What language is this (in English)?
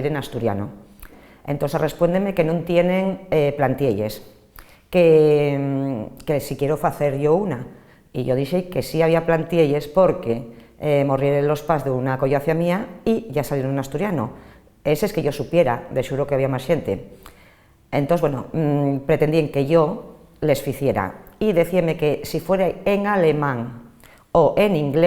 Asturian